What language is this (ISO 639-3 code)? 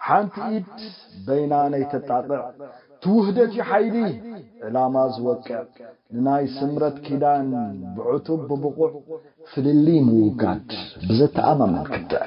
tir